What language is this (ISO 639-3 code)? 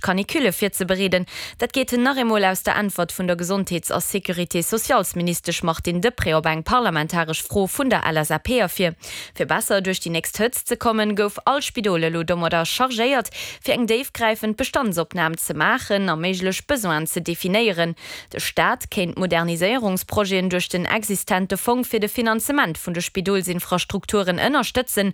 ltz